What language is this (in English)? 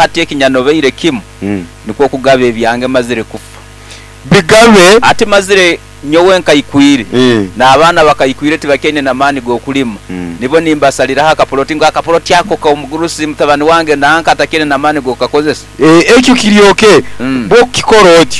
Nyankole